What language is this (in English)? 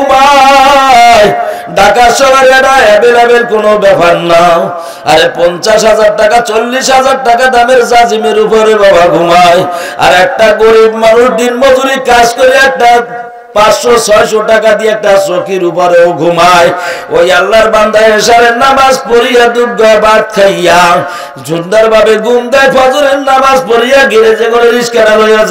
Bangla